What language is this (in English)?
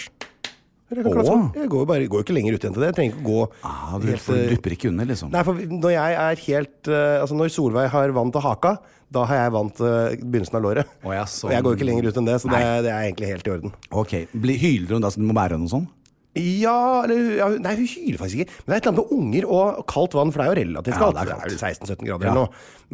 Norwegian